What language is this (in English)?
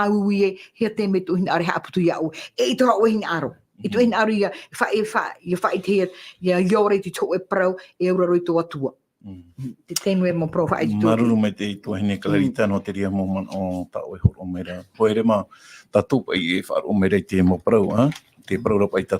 Tahitian